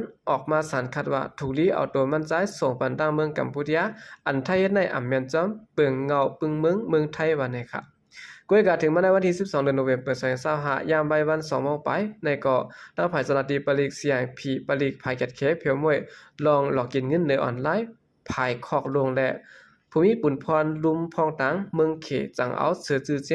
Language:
Shan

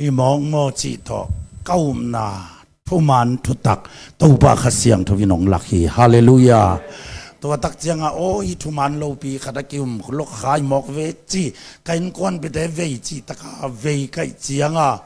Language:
Tedim Chin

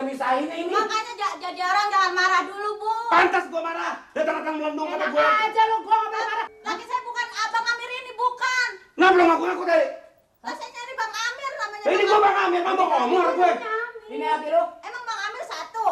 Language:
Betawi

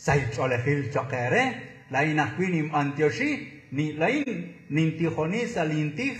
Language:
Kekchí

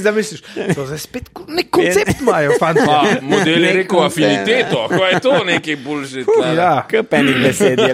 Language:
Slovenian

